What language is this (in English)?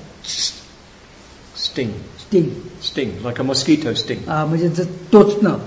Marathi